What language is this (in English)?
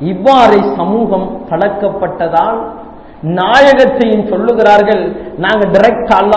Tamil